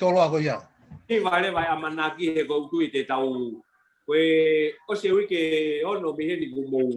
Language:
Tongan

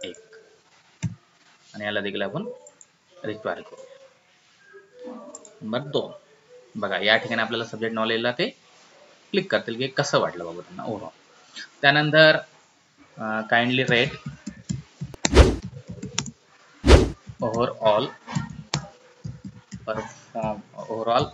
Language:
Marathi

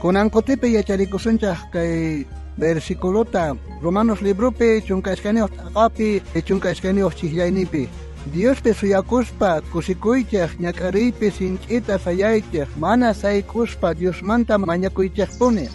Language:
South Bolivian Quechua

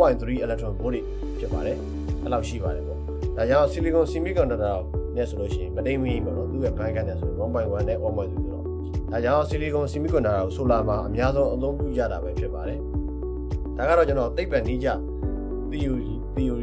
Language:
Burmese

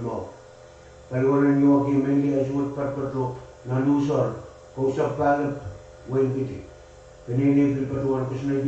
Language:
Pohnpeian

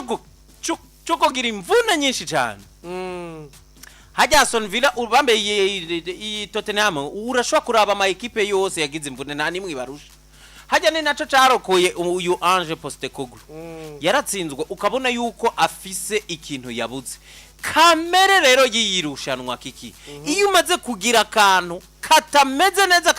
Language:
Rundi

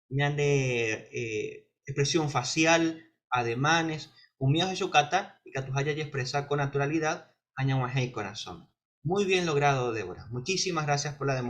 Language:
Guarani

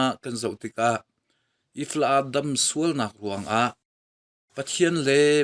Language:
Hakha Chin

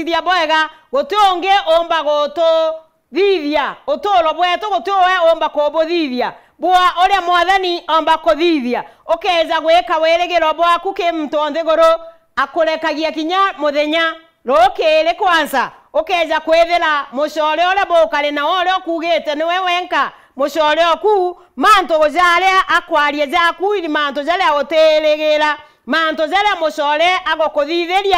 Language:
Meru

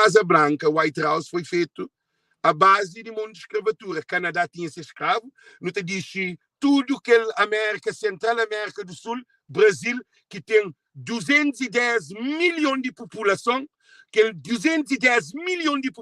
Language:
Kabuverdianu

